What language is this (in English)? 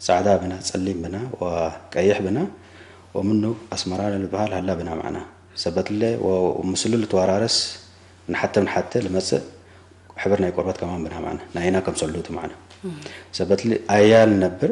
Tigre